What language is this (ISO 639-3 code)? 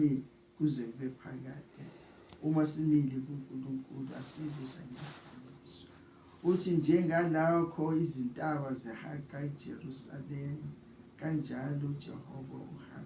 zul